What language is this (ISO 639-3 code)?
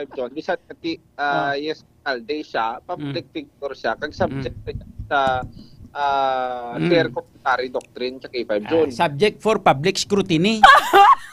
hil